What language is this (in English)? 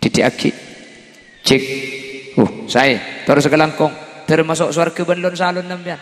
Madurese